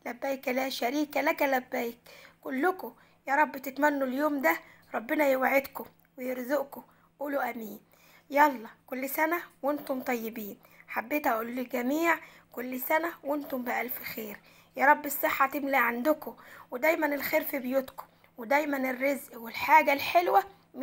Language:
Egyptian Arabic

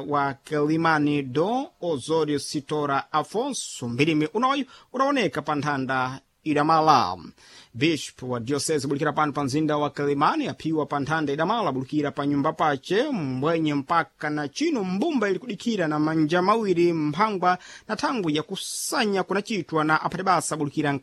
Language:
Sena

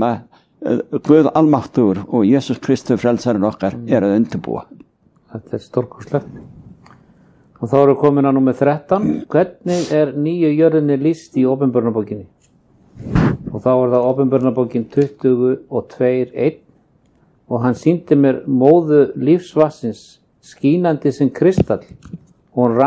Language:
Icelandic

